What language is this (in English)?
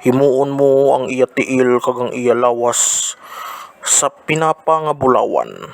Hiligaynon